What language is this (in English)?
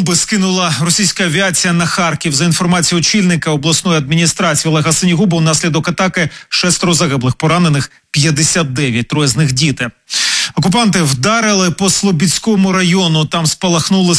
Ukrainian